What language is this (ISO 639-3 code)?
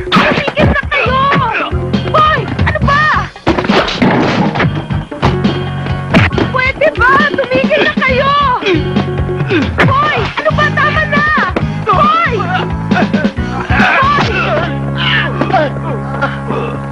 fil